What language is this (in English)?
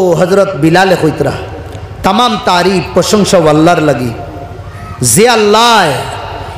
Sylheti